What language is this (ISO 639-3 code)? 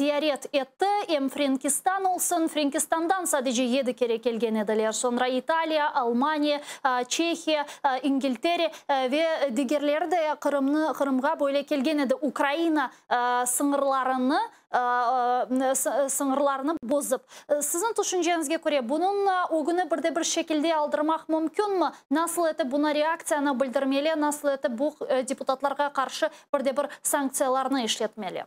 crh